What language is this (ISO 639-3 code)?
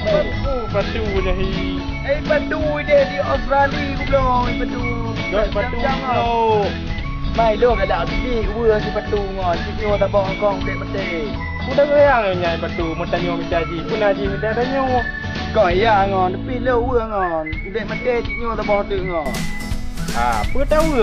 ace